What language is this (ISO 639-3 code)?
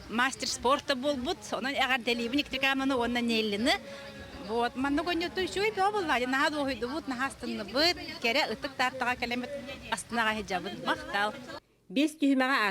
sah